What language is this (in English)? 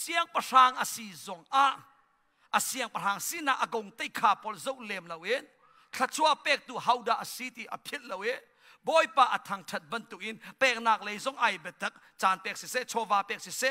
Hakha Chin